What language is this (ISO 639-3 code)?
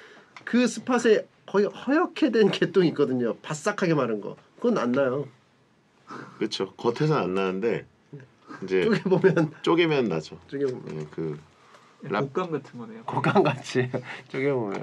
kor